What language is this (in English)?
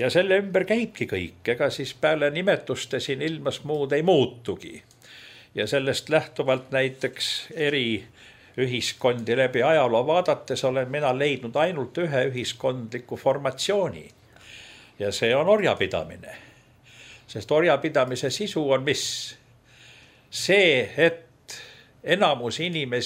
Estonian